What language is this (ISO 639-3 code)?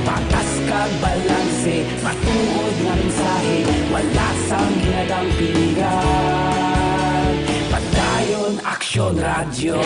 hil